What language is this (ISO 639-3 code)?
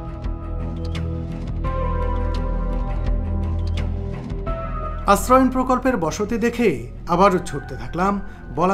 ben